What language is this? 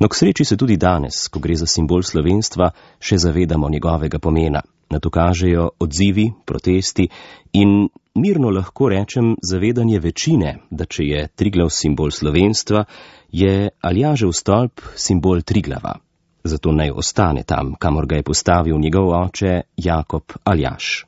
Slovenian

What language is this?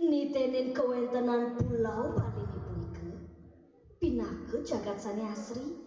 Balinese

